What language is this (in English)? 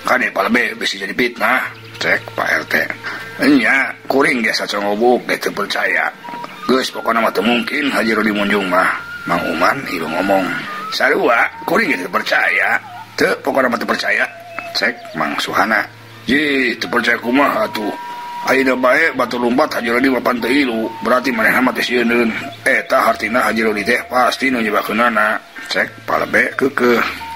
Sundanese